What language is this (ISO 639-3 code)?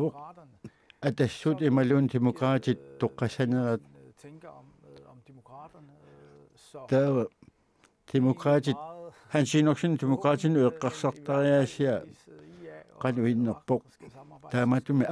kal